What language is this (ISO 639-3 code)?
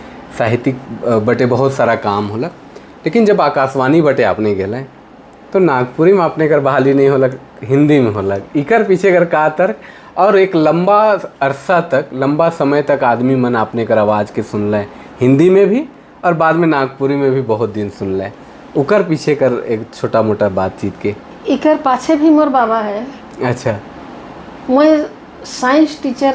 sck